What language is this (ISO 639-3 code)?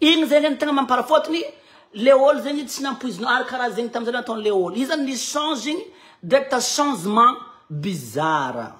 mlg